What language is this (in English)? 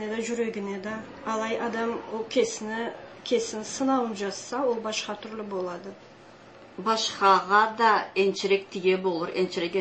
Karachay-Balkar